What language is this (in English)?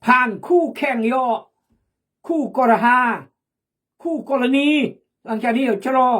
Khmu